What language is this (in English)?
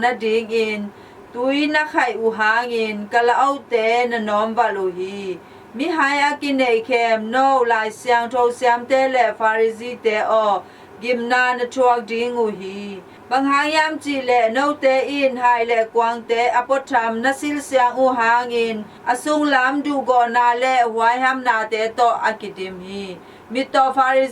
Tedim Chin